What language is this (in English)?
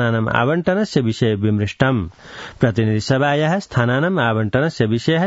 Sanskrit